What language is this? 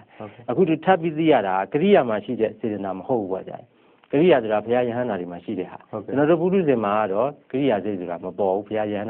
Burmese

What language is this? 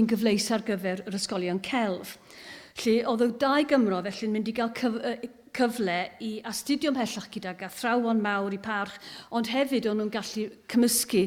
Welsh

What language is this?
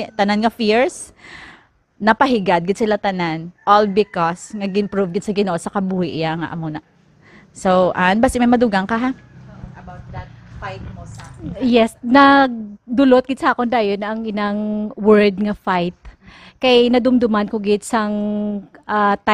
Hiligaynon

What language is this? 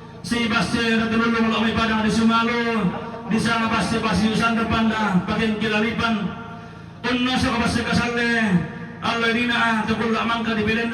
Toraja-Sa'dan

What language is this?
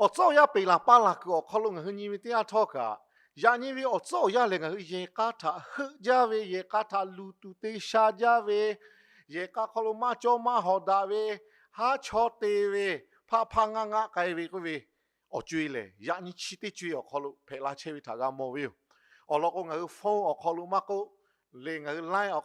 Lahu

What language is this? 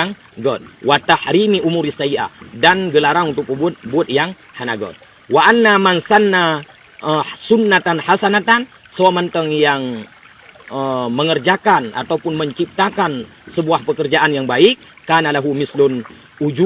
Achinese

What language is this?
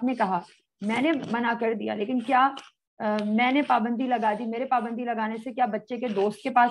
Urdu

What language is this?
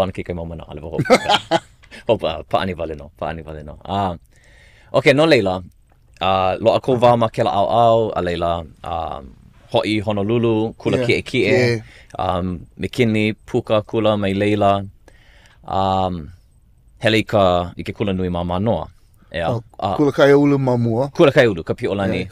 Hawaiian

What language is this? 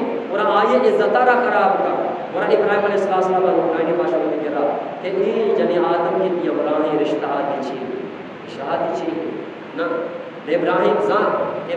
Eastern Balochi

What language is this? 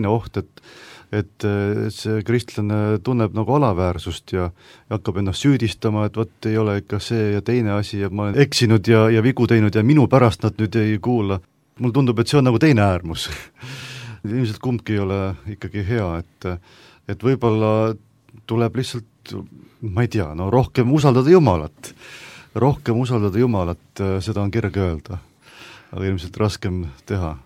Estonian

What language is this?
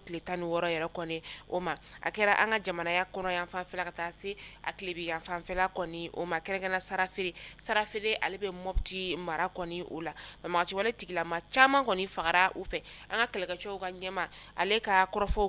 Bambara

